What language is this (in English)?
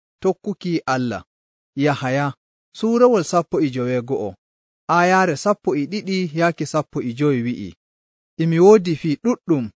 Nigerian Fulfulde